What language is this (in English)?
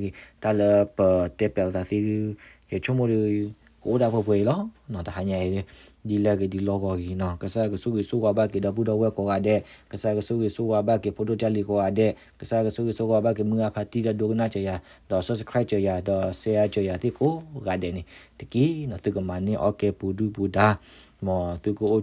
S'gaw Karen